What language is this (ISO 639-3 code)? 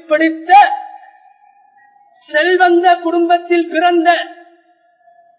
tam